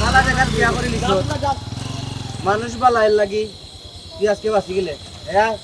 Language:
Sylheti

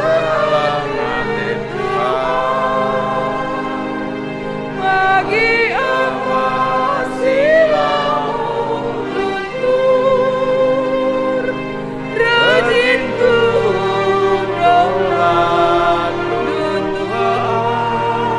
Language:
Batak Karo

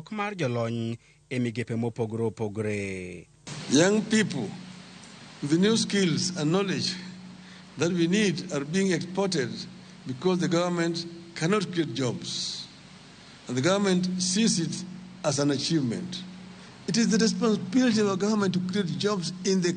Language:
Luo (Kenya and Tanzania)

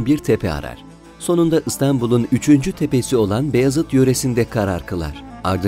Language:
Turkish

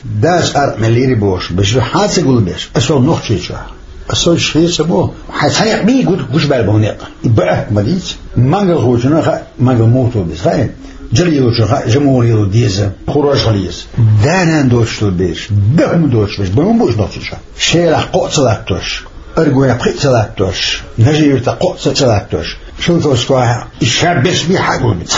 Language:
Chechen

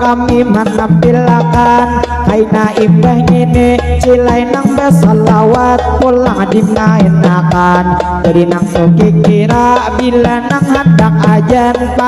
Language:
Banjar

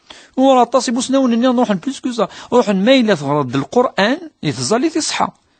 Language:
Kabyle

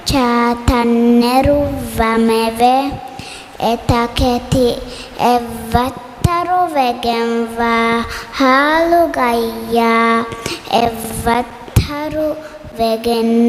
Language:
Divehi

